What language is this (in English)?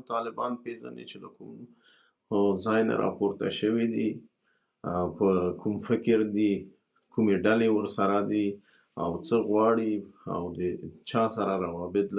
Pashto